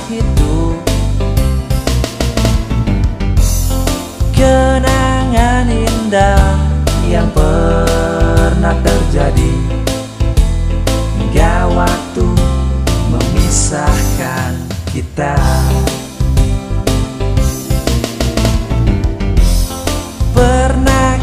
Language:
Indonesian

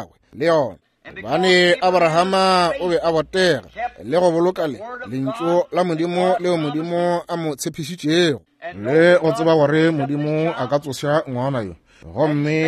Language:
Northern Sotho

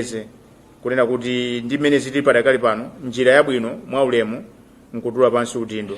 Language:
Nyanja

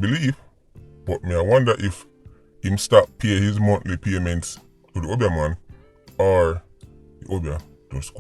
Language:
Jamaican Creole English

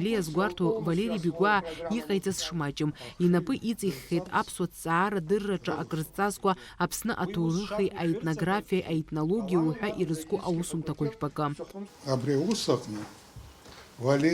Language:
Abkhazian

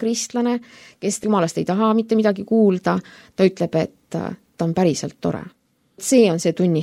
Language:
Estonian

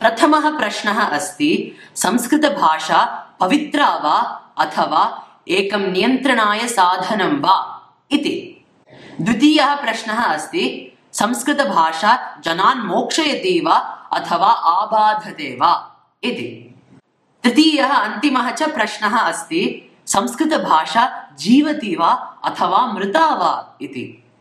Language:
Sanskrit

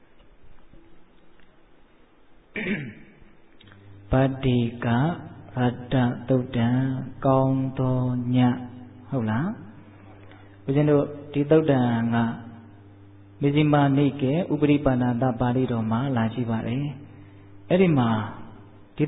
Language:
Burmese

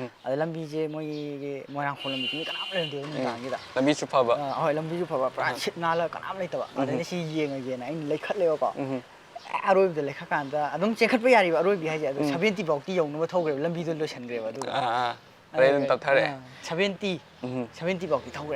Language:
Manipuri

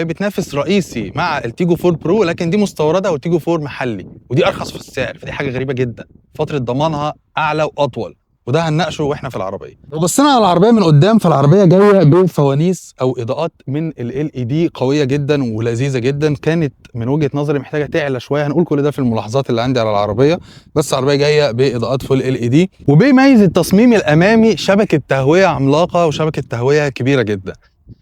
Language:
Egyptian Arabic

